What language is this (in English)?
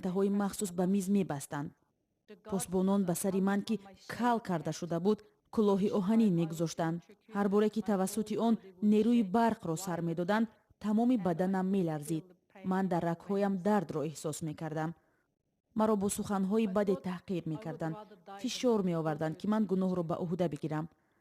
Tajik